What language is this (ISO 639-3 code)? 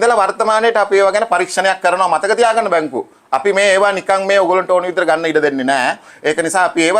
sin